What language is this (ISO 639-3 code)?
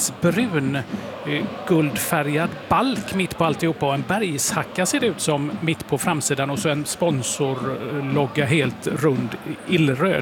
swe